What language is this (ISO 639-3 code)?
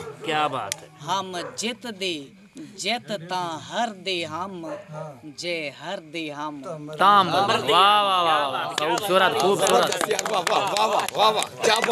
skr